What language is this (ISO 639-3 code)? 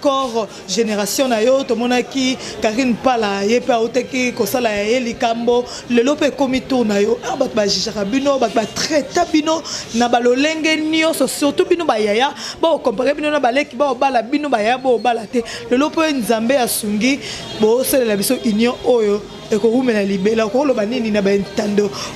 lin